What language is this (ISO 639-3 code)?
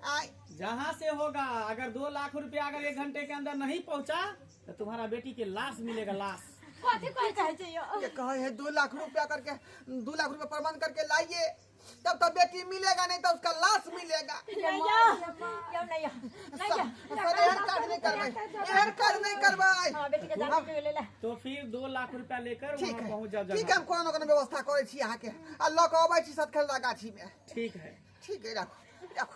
mai